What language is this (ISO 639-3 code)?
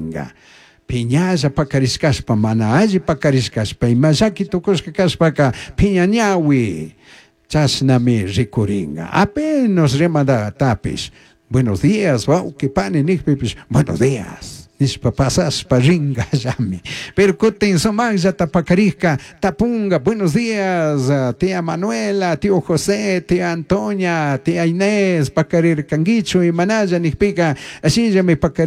qug